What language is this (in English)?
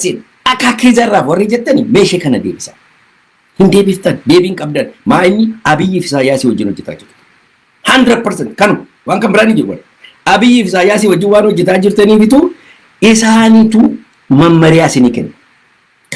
Oromo